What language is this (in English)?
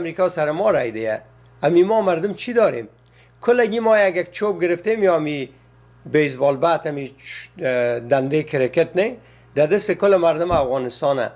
Persian